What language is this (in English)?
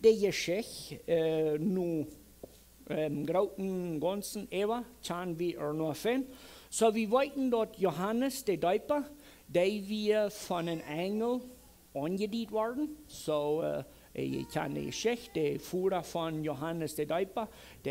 Plautdietsch